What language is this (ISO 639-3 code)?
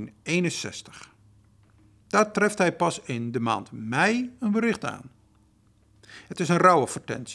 nld